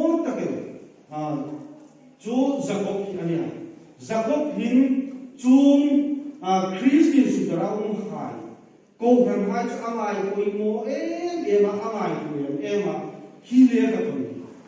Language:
Hmar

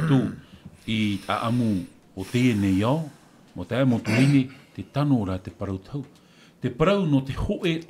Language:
Tahitian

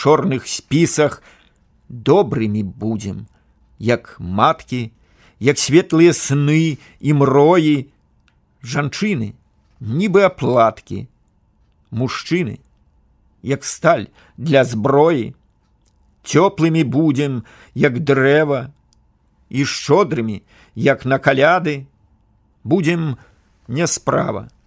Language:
Belarusian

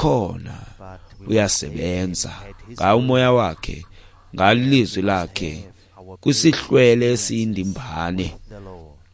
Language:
Xhosa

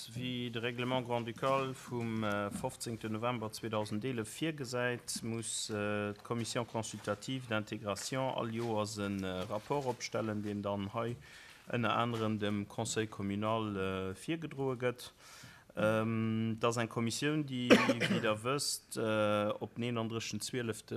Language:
Luxembourgish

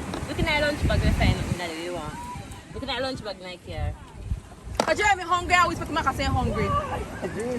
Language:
Jamaican Creole English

